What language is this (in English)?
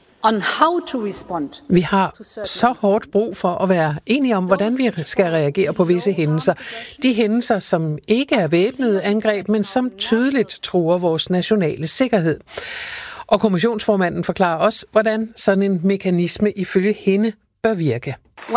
Danish